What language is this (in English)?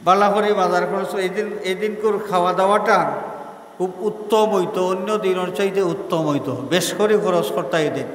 Sylheti